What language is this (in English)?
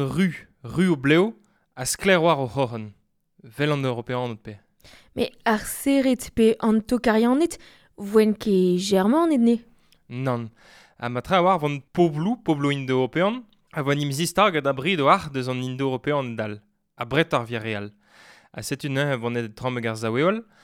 Breton